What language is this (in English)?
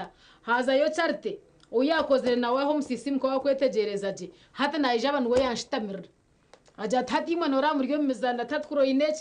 Nyankole